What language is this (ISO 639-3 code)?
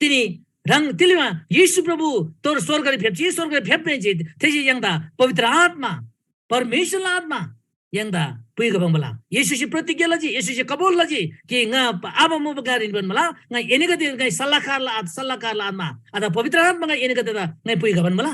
taj